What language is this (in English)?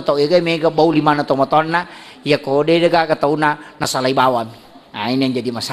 Buginese